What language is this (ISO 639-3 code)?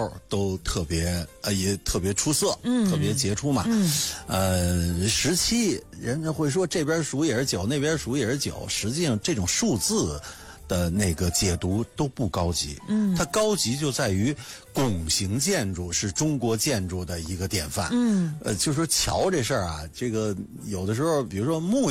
zho